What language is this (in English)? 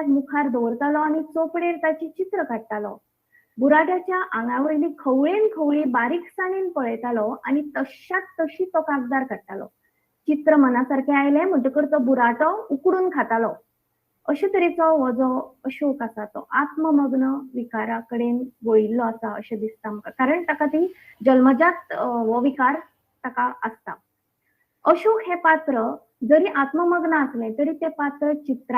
Konkani